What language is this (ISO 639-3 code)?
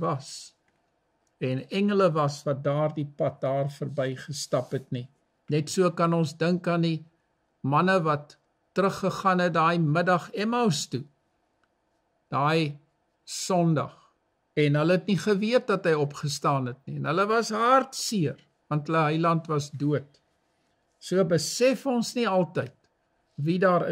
afr